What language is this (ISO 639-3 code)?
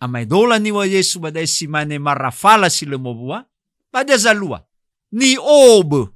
nia